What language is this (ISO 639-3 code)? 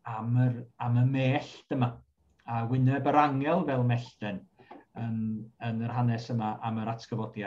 cym